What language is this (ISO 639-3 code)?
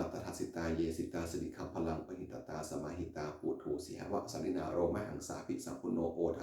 pli